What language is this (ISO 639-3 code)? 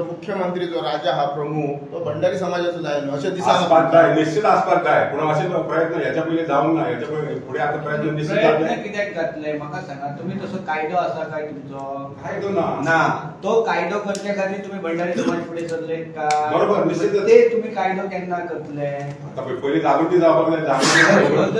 kok